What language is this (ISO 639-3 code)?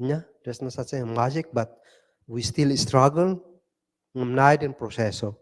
kne